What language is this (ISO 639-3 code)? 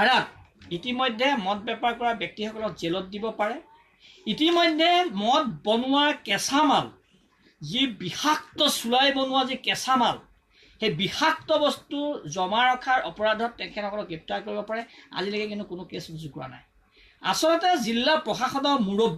asm